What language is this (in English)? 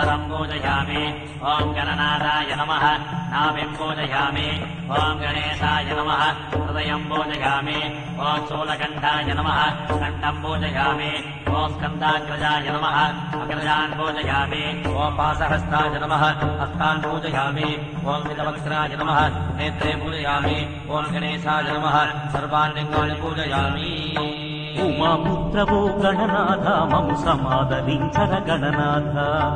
Telugu